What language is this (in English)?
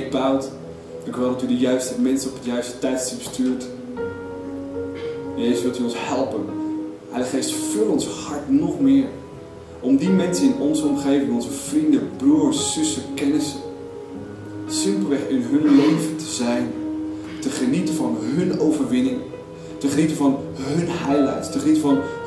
Dutch